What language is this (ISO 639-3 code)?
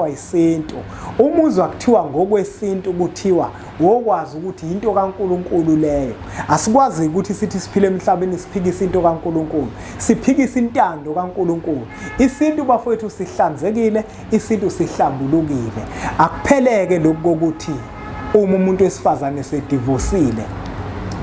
zul